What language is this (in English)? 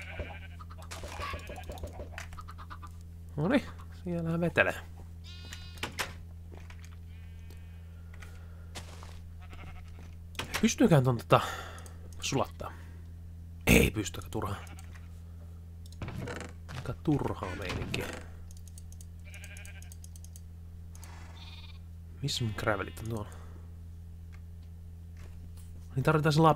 Finnish